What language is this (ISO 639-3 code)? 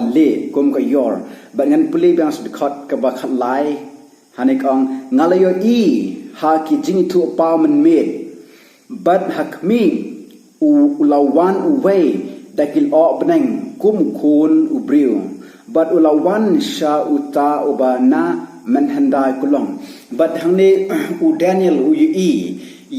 kha